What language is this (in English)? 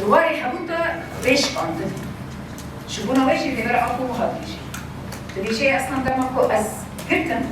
Kurdish